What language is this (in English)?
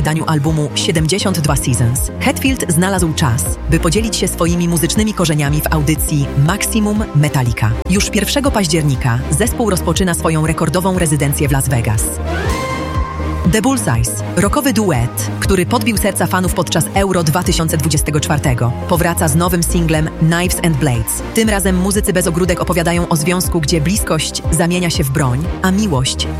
Polish